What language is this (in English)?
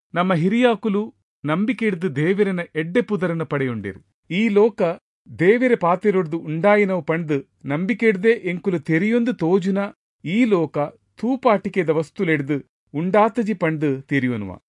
Tulu